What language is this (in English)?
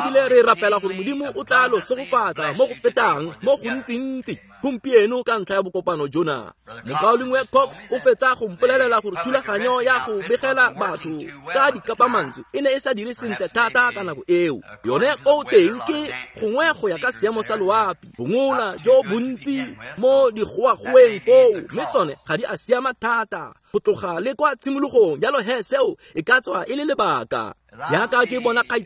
Tswana